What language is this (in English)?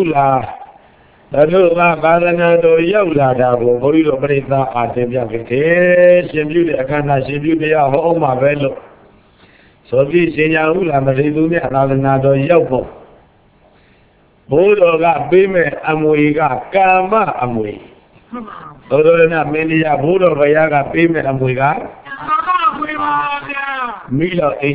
Burmese